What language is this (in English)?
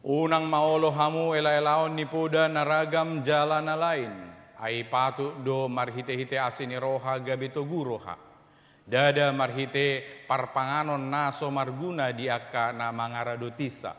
Batak Toba